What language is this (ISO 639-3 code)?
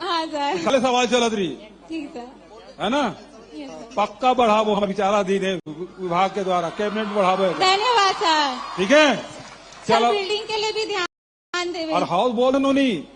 hne